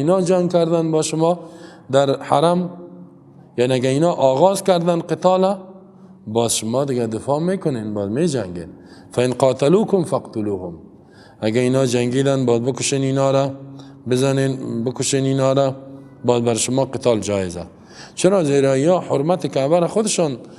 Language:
Persian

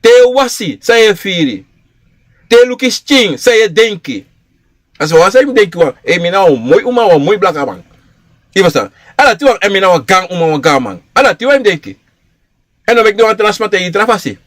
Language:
Sranan Tongo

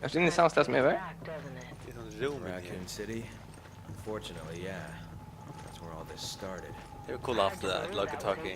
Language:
Faroese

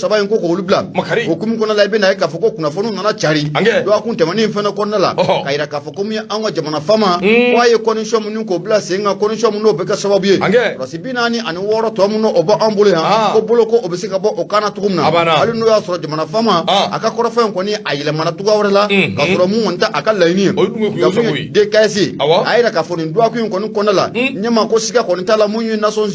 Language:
Bambara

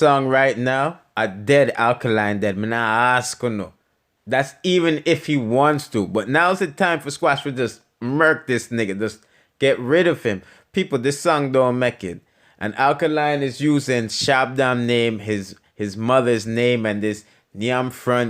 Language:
Jamaican Creole English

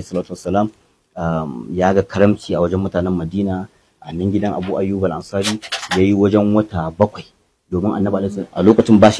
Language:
Hausa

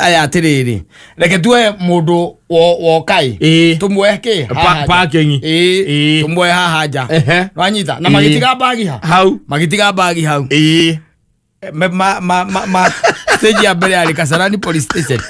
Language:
Kikuyu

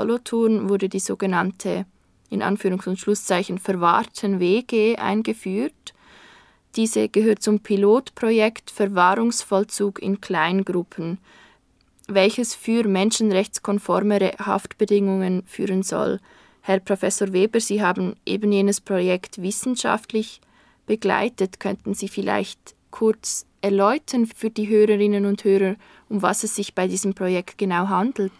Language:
German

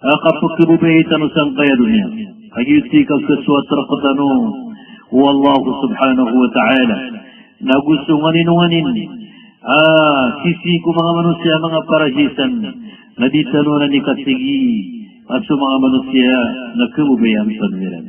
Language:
Maranao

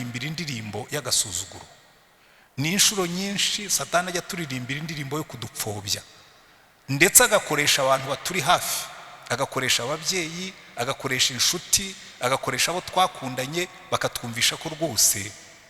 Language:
Kinyarwanda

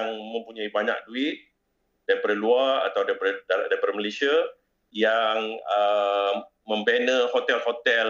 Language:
Malay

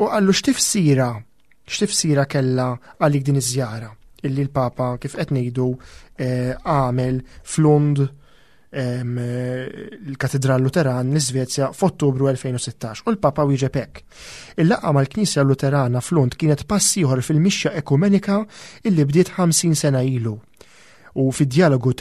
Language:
Maltese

